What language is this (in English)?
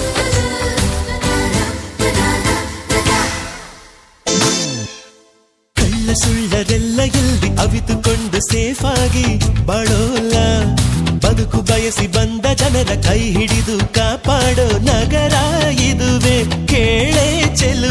Kannada